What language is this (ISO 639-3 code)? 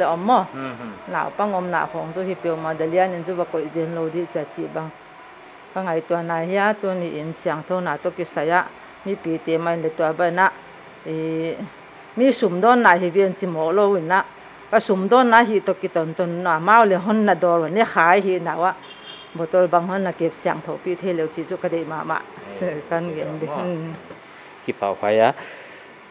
pck